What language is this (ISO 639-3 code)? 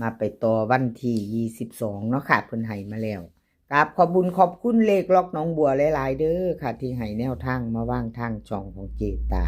tts